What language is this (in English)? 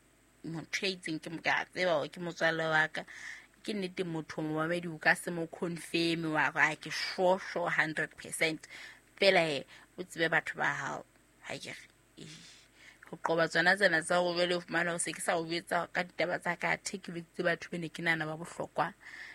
Southern Sotho